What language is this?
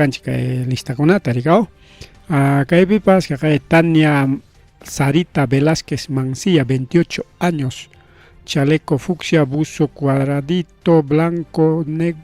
Ayacucho Quechua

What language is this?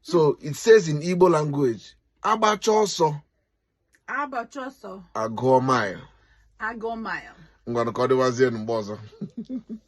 Igbo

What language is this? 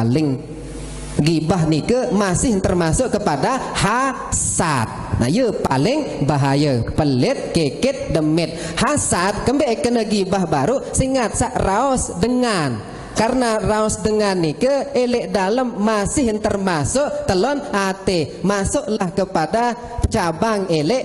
Sasak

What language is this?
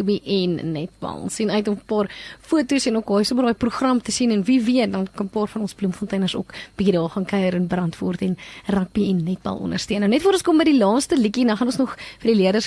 Afrikaans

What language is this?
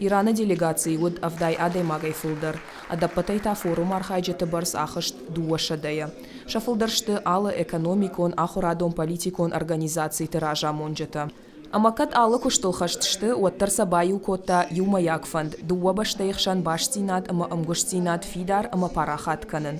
Ossetic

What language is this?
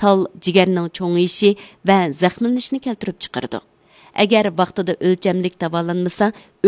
Uyghur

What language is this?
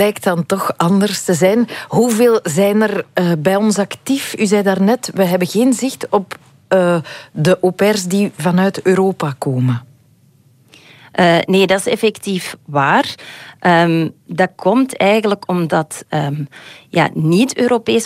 Dutch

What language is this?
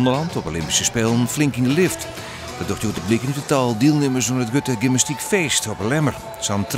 Western Frisian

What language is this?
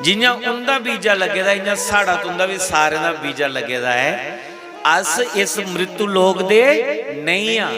Dogri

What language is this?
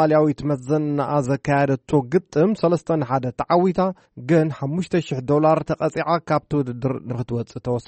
Tigrinya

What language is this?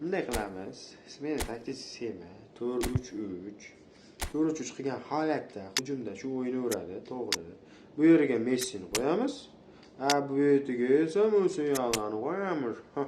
Uzbek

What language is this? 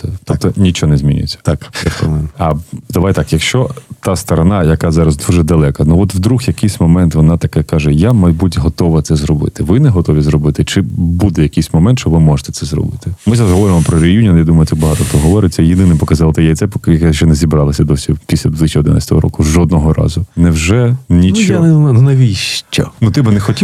Ukrainian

